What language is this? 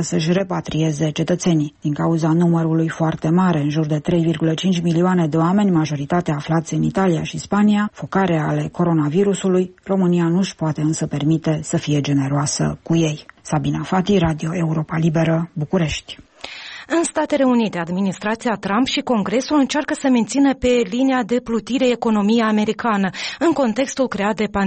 Romanian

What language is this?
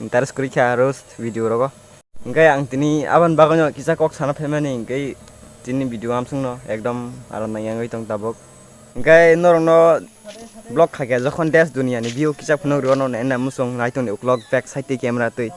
Kok Borok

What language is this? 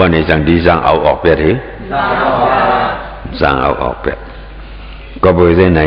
Shan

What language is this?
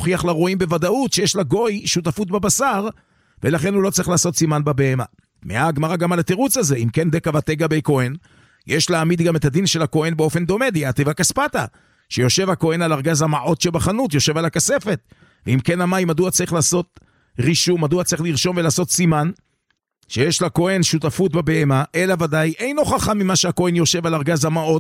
Hebrew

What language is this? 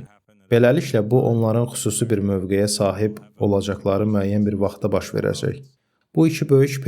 Azerbaijani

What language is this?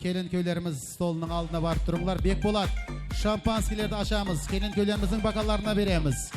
Kara-Kalpak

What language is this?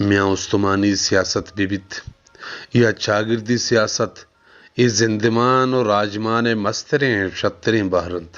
Baluchi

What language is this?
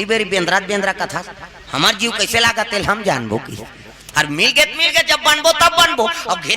Chhattisgarhi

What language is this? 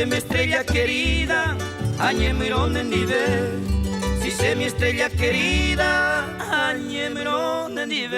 Guarani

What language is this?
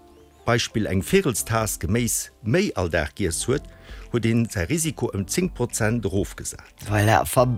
Luxembourgish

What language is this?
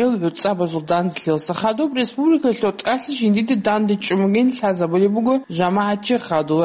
Avaric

